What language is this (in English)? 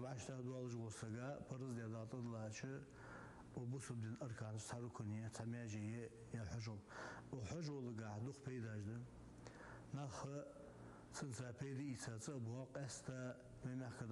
Ingush